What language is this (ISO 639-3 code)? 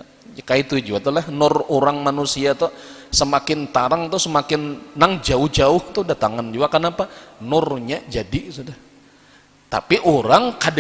bjn